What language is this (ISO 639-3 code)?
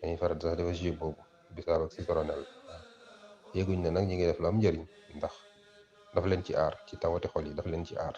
wol